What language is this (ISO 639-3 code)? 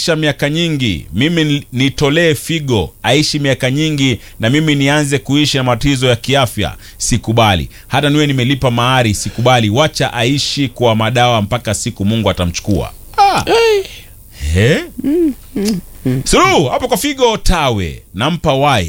swa